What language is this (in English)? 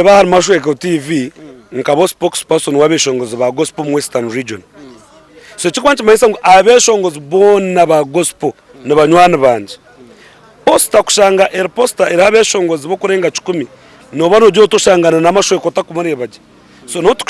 Nyankole